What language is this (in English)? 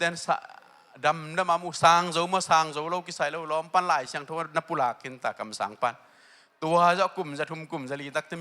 Tedim Chin